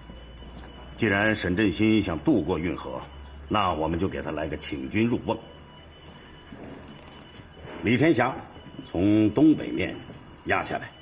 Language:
Chinese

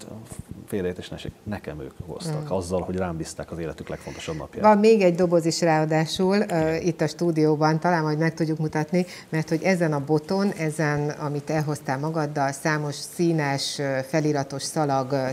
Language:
Hungarian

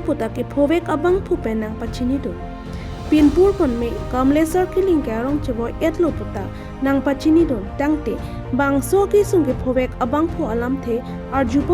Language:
Karbi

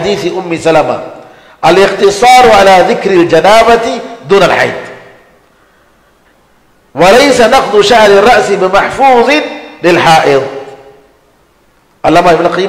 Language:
Urdu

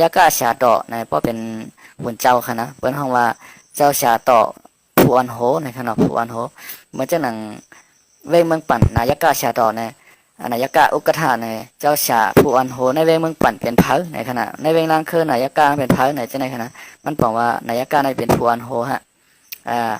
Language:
Shan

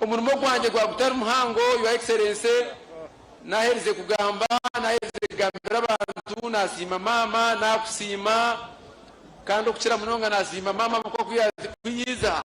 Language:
Nyankole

